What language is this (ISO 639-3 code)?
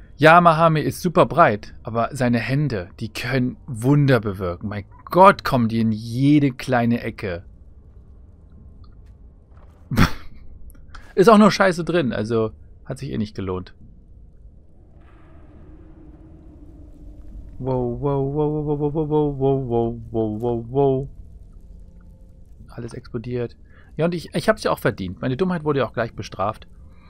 deu